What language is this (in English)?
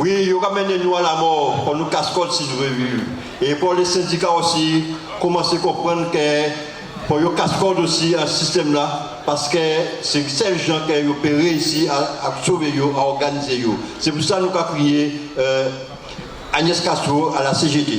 Guadeloupean Creole French